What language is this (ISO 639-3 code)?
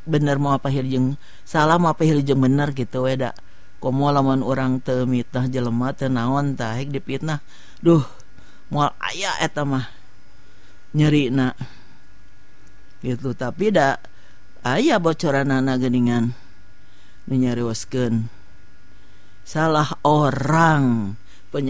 sun